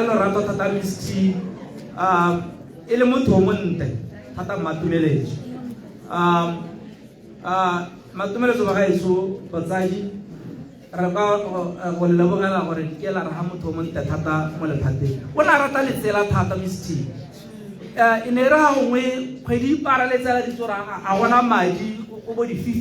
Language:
Tswana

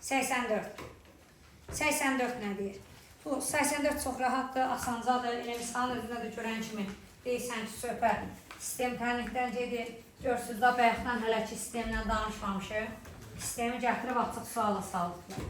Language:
Azerbaijani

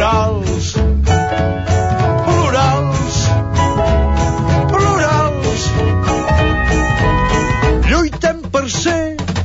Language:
Catalan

